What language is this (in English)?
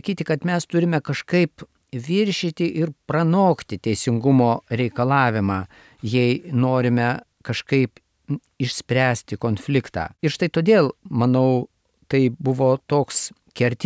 Lithuanian